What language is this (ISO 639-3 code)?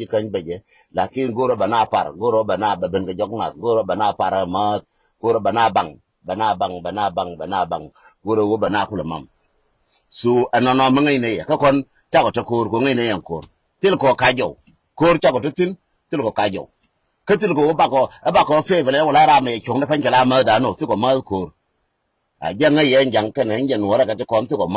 nus